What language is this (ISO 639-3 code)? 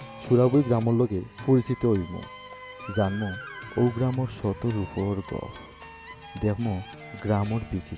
syl